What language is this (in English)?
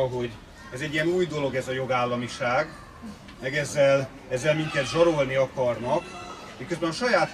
Hungarian